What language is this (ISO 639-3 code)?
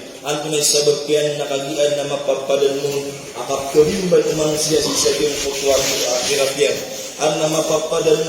mrw